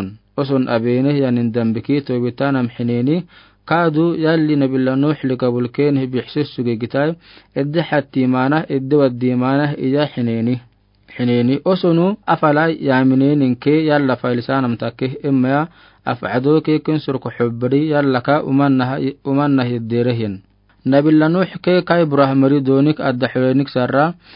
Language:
Afar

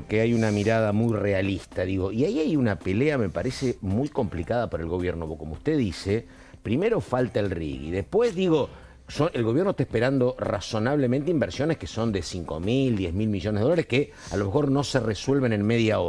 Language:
Spanish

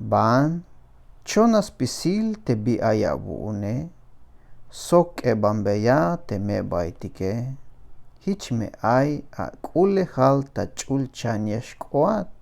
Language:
Tzeltal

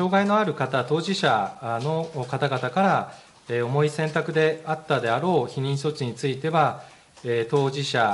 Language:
Japanese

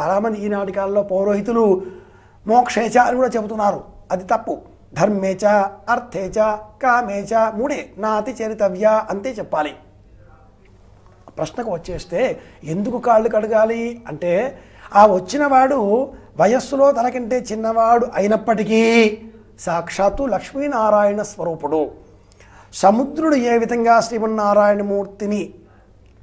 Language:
Telugu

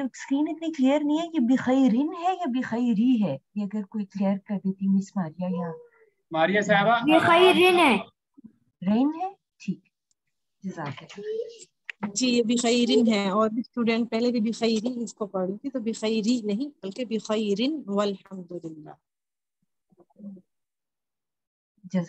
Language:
Urdu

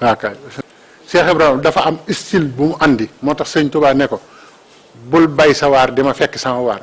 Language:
Wolof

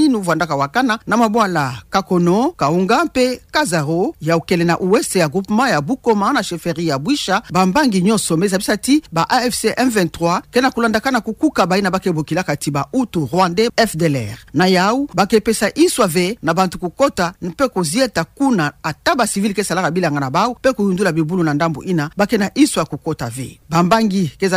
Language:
Kituba (Democratic Republic of Congo)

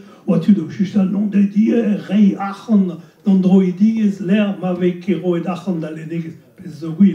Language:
Breton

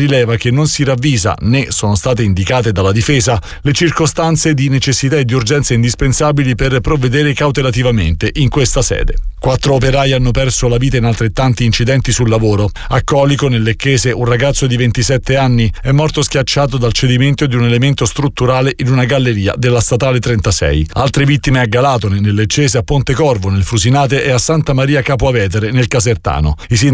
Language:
Italian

